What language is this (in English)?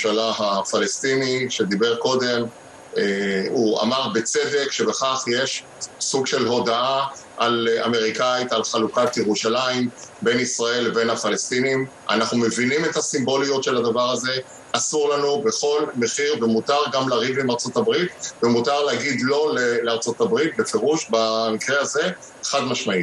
Hebrew